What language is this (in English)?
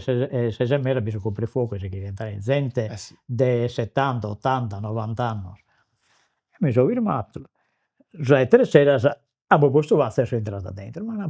Sardinian